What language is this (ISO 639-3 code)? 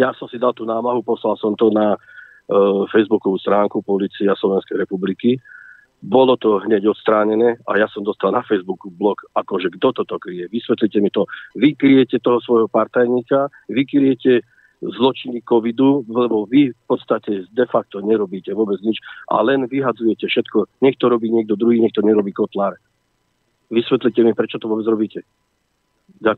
slk